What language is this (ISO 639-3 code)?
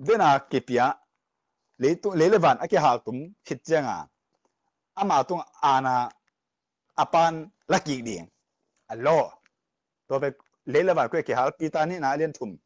ctd